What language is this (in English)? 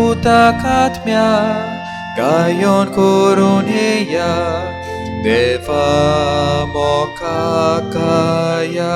Konkani